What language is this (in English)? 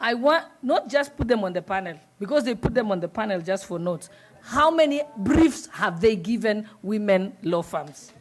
Kamba